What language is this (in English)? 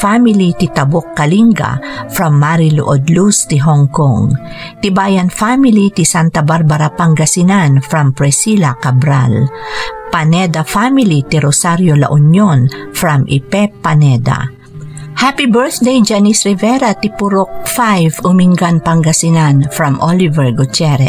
Iloko